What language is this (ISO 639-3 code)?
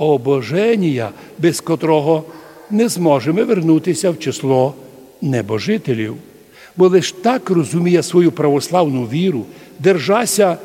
rue